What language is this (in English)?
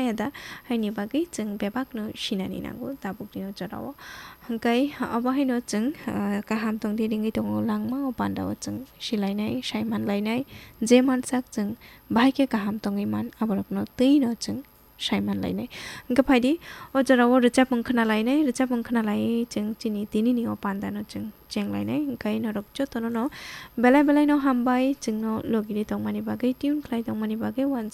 Kok Borok